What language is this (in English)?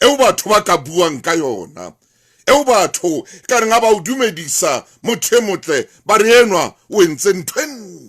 Southern Sotho